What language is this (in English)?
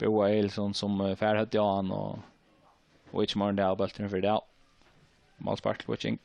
Faroese